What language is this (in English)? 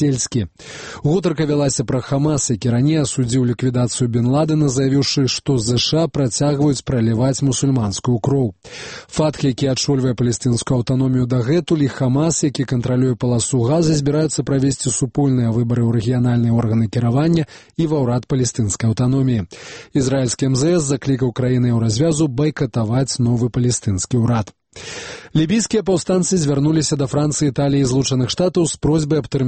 Belarusian